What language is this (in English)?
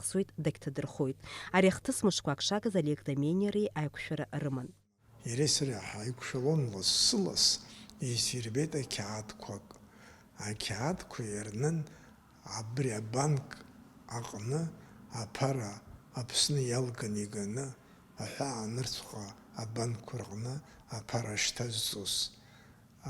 Abkhazian